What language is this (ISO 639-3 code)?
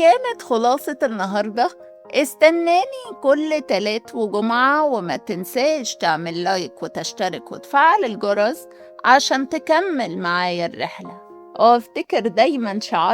arz